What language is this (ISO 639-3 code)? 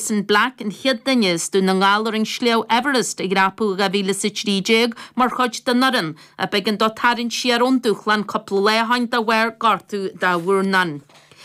gle